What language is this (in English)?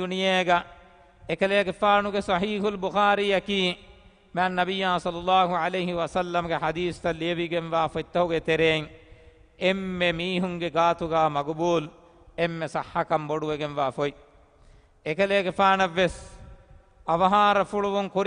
Divehi